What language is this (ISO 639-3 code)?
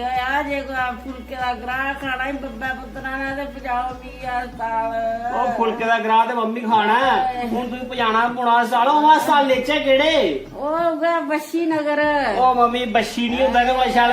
doi